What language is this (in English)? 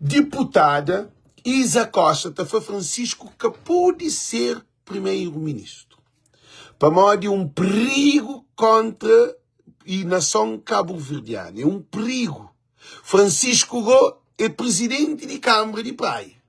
Kabuverdianu